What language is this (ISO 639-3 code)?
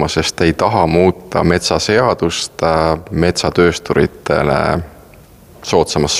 est